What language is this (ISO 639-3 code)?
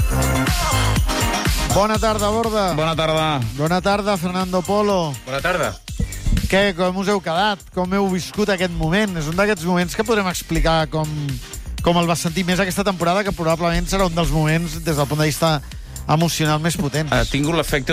cat